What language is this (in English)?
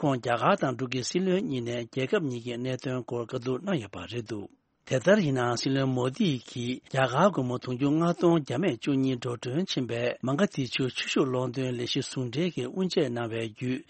Tibetan